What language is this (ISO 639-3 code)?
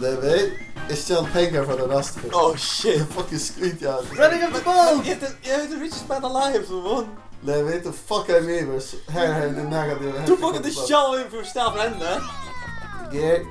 fao